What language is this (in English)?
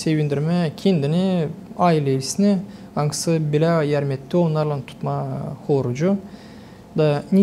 Gagauz